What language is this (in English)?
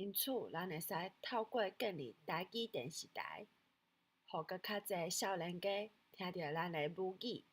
Min Nan Chinese